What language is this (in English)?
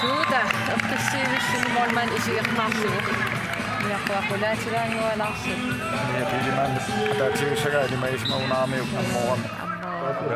Kalaallisut